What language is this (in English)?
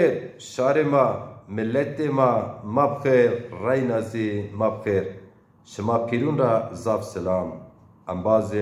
Zaza